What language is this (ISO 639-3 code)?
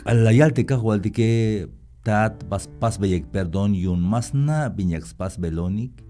tzh